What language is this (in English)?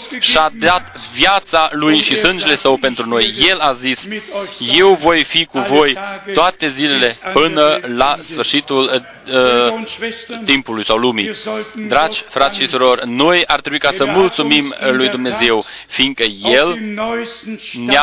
Romanian